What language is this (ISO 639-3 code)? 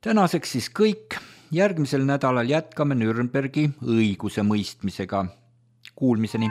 est